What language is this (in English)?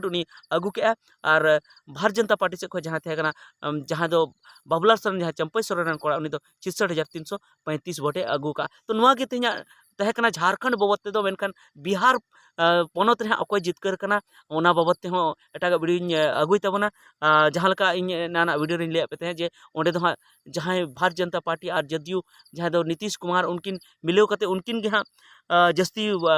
Santali